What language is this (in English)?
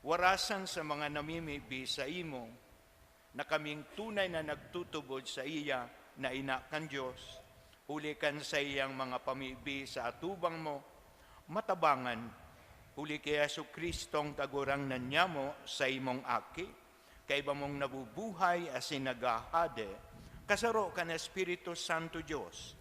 Bikol